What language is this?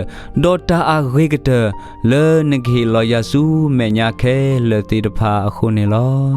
S'gaw Karen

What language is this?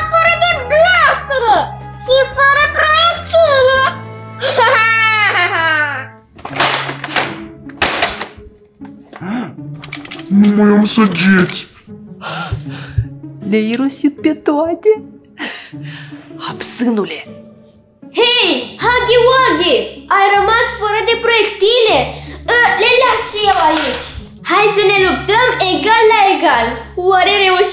Romanian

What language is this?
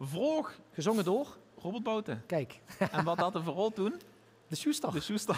Limburgish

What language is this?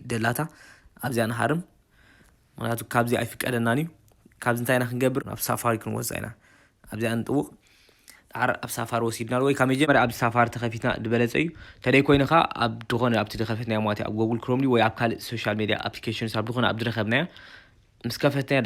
Tigrinya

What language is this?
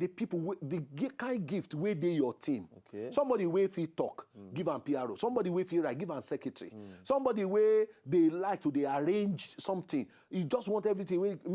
Nigerian Pidgin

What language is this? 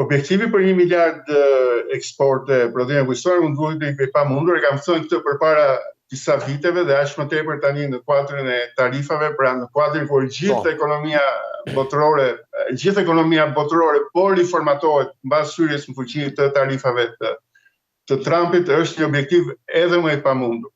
Albanian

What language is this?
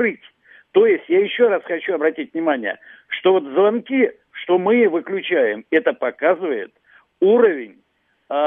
Russian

